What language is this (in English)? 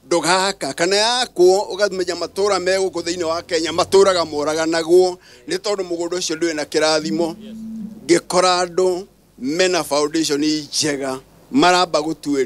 Kikuyu